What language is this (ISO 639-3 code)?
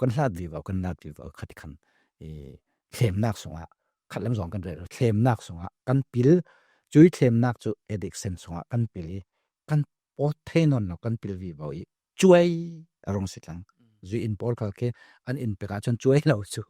cfm